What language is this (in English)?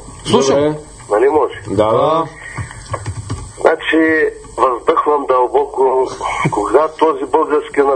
Bulgarian